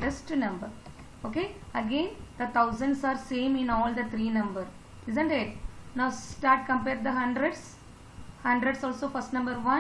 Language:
English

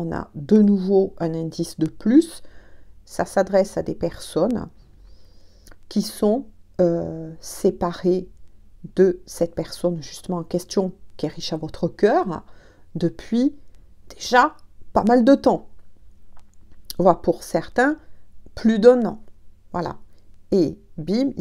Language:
French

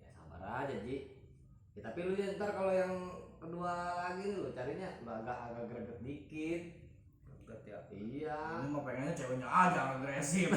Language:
Betawi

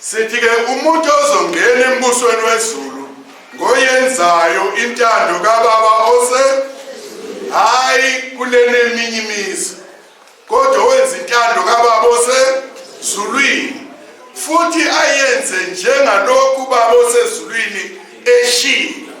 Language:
Zulu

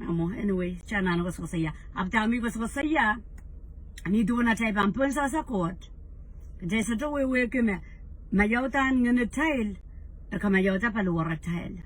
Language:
Pohnpeian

